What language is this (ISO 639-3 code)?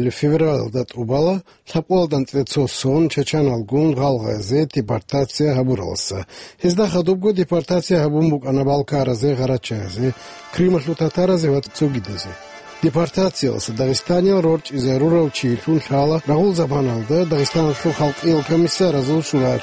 ava